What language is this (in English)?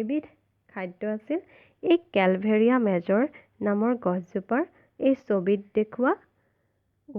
Assamese